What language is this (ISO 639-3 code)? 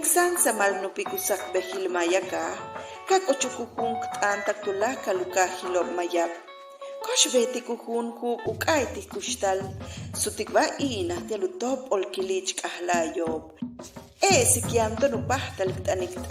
yua